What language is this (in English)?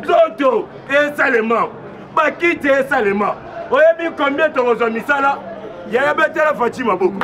Lingala